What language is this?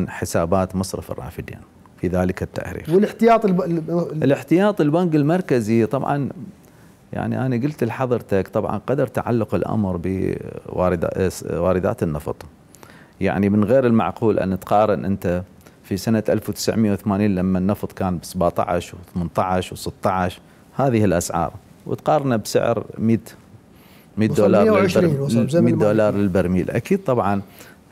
Mesopotamian Arabic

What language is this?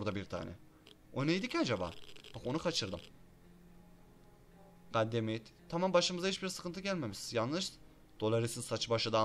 Turkish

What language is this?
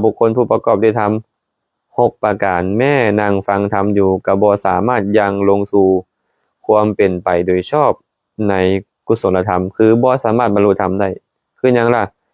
Lao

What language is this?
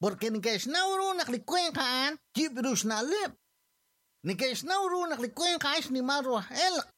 Kekchí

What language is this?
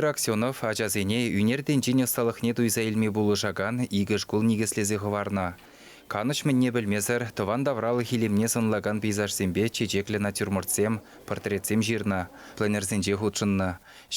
Chuvash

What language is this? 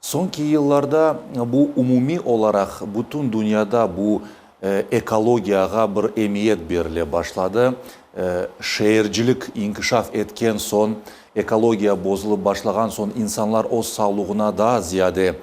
Crimean Tatar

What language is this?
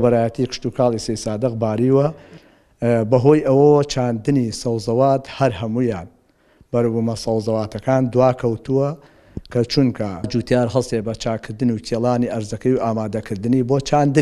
Central Kurdish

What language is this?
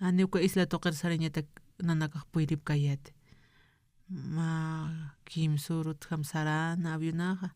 Aymara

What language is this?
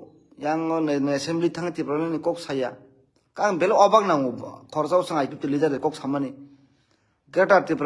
Kok Borok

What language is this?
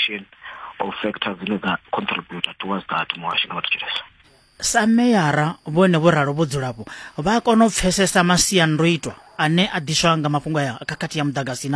Venda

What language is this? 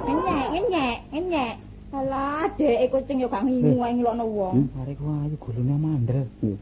Javanese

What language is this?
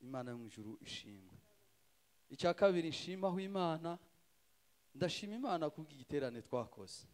Kinyarwanda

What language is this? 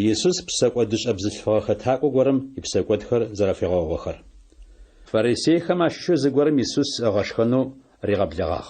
Adyghe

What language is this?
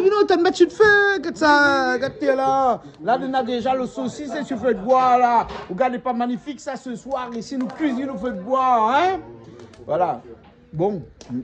Réunion Creole French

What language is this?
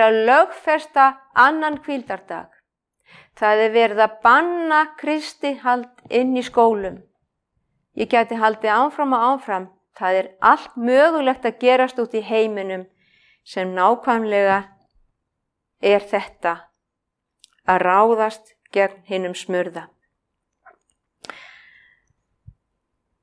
Icelandic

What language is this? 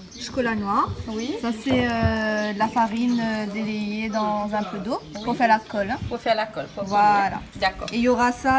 Réunion Creole French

